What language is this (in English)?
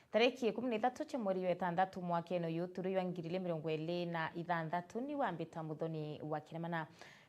Meru